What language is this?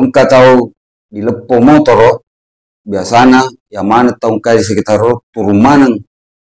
Buginese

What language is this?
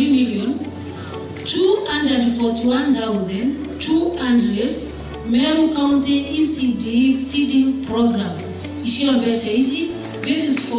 Meru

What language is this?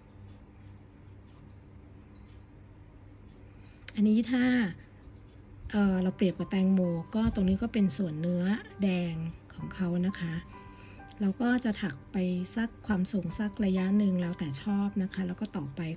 Thai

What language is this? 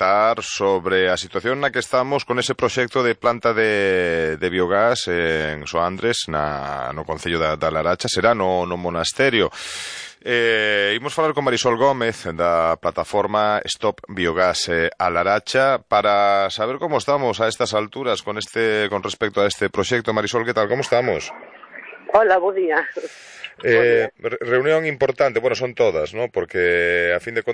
Galician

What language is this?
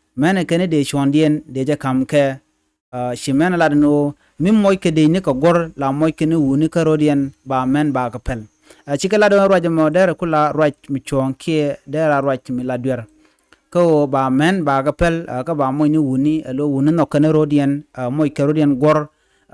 Nuer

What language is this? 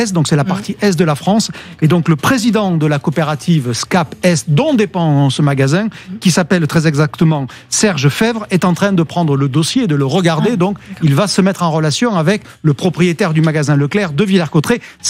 French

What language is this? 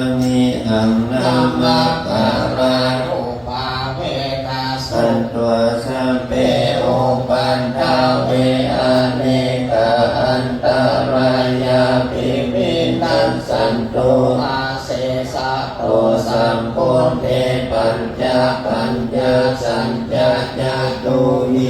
Pali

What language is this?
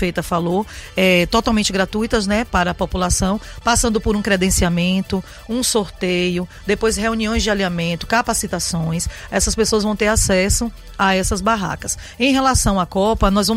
Portuguese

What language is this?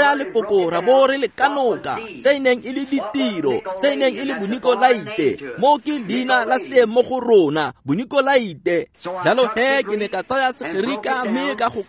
Tswana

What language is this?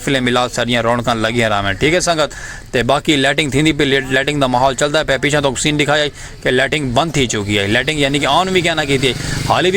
Saraiki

